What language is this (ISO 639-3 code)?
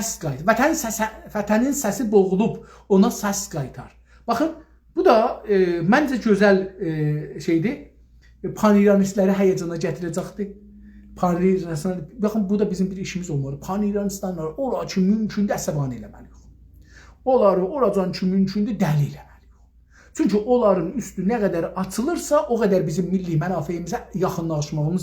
azb